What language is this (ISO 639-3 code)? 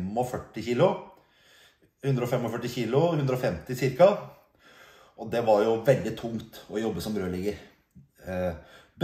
nor